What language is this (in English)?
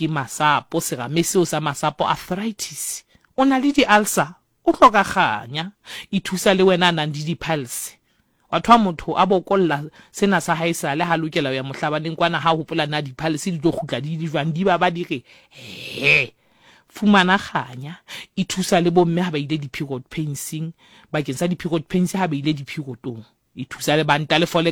Southern Sotho